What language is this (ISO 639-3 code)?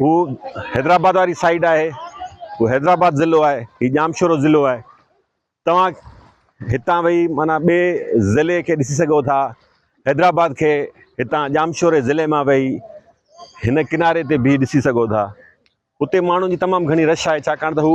snd